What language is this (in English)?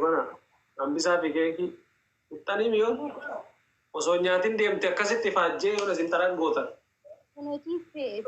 Oromo